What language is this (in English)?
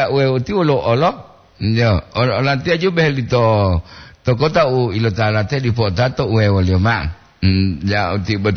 Gorontalo